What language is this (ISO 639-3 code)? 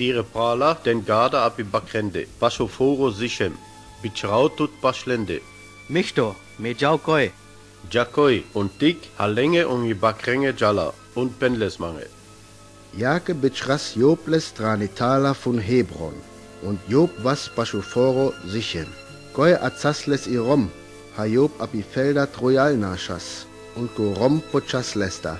rmo